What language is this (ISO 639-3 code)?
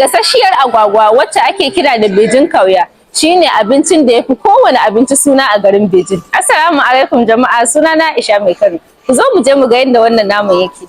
hau